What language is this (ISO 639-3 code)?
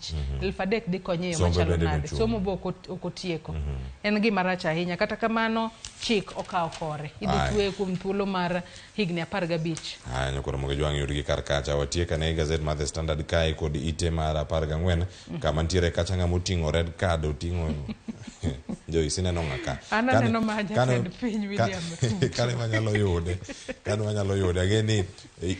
luo